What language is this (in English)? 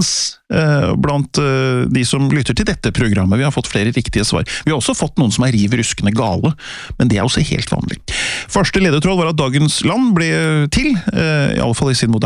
Norwegian